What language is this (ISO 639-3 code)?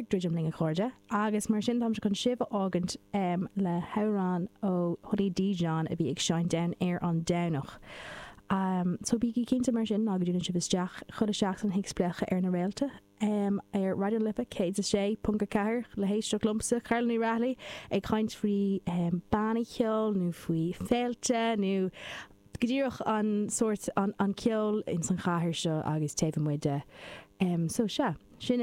gle